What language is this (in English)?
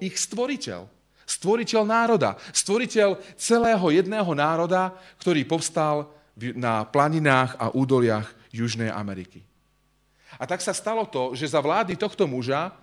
Slovak